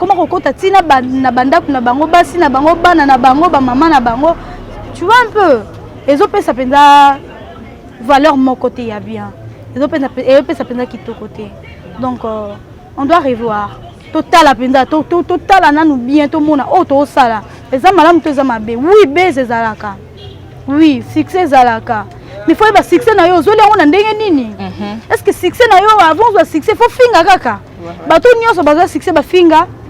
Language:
Lingala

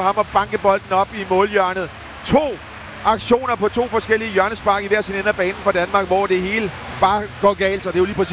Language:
Danish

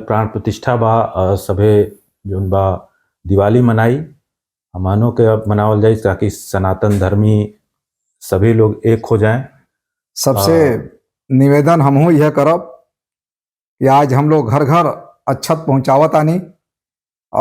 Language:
Bhojpuri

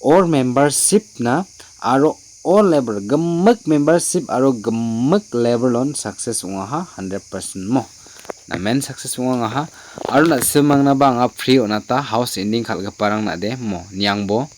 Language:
Garo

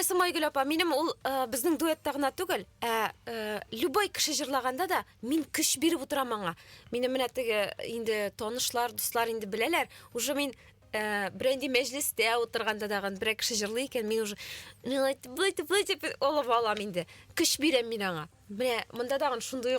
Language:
Tatar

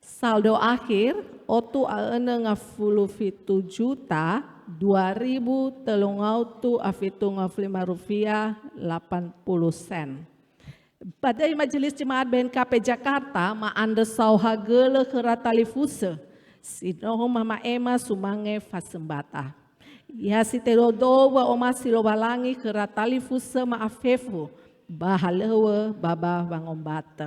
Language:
Nias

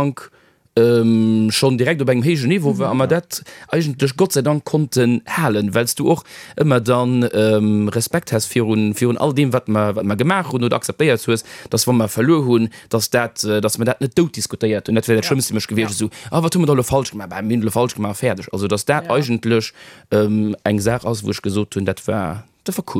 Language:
Luxembourgish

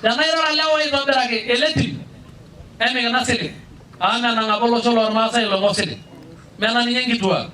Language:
Masai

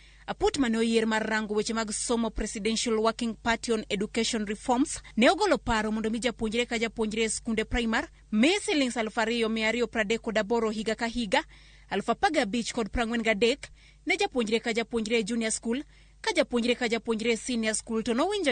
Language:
Luo (Kenya and Tanzania)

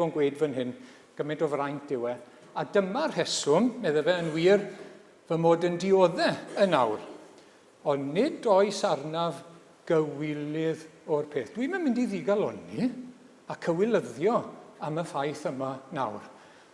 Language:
Welsh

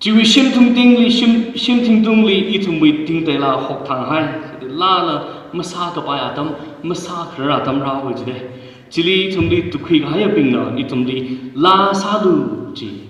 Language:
Tangkhul Naga (India)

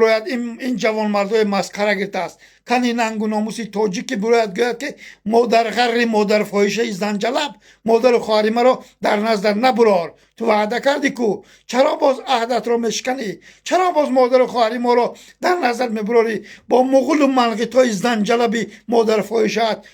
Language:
Tajik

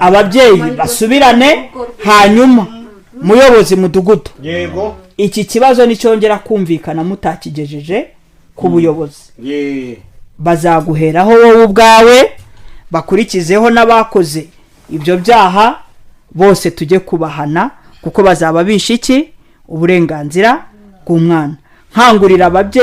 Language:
Kinyarwanda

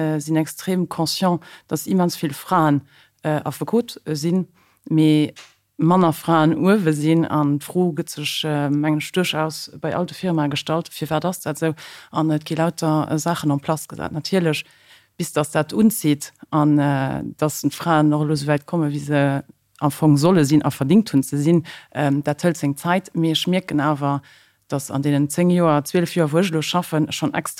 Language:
Luxembourgish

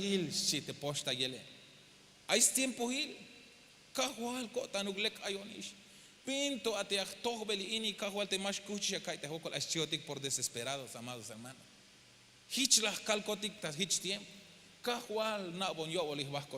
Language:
Tzeltal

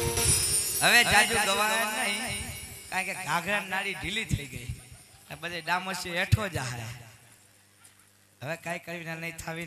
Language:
Gujarati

